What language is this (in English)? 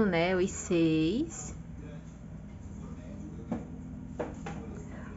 Portuguese